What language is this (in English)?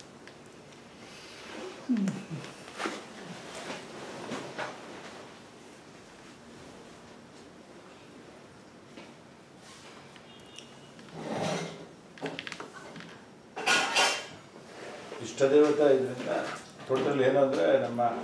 Kannada